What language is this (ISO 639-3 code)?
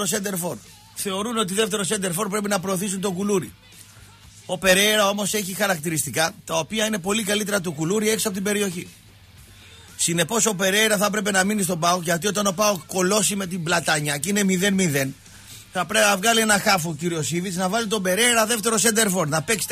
ell